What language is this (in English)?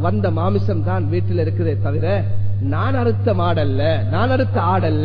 Tamil